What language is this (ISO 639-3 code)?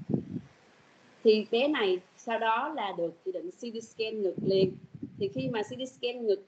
vie